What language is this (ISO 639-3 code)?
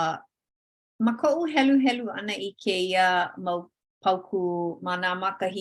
haw